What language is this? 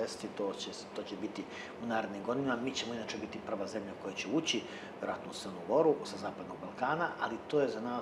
Serbian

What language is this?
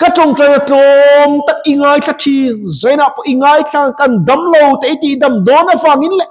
Mizo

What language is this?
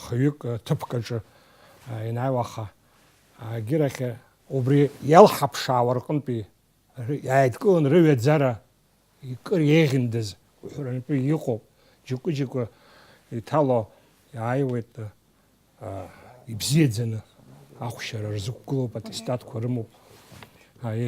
Abkhazian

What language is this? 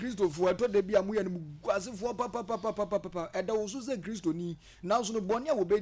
Akan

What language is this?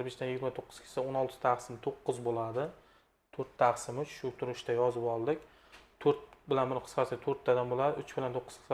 Uzbek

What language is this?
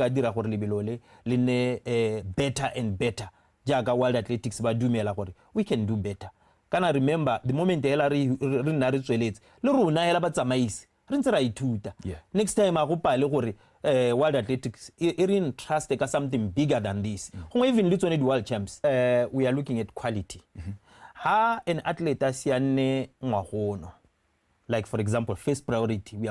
Tswana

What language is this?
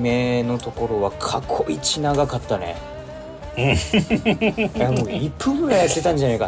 Japanese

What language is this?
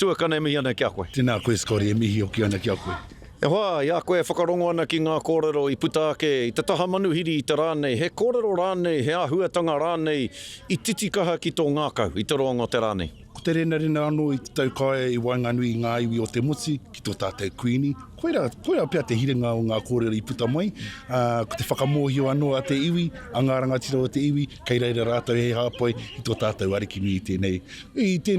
Māori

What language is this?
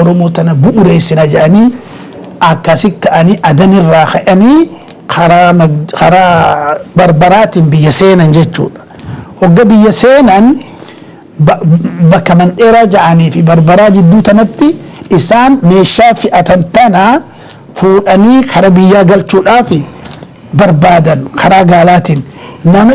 Oromo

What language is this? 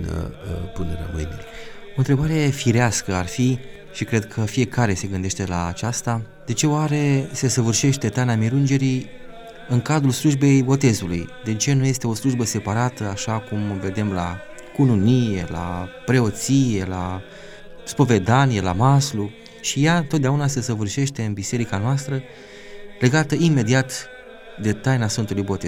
Romanian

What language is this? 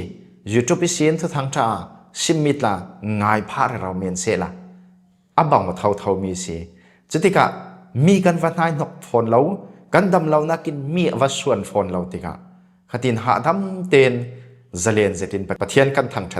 Falam Chin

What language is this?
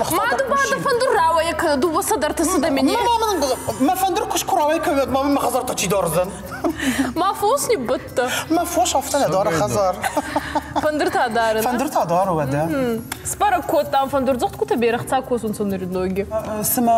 Ossetic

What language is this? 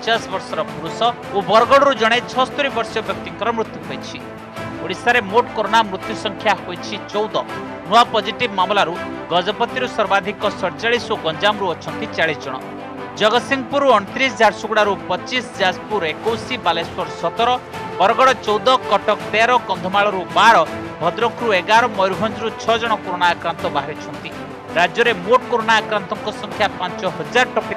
Odia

